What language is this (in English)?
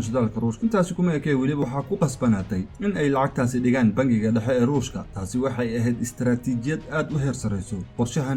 Somali